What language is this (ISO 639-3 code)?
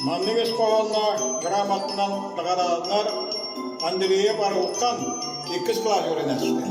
sah